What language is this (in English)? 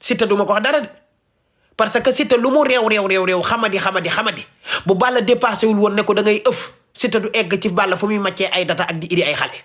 Wolof